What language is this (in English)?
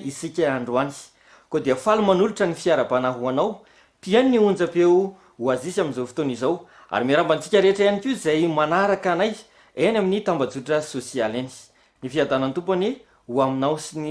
Malagasy